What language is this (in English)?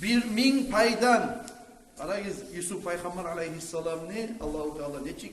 Kumyk